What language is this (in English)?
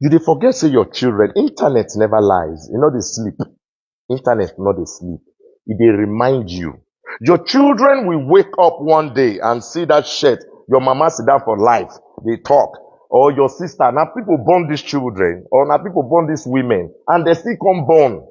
Nigerian Pidgin